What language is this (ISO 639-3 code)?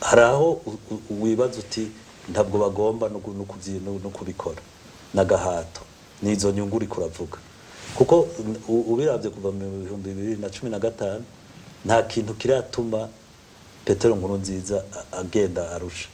run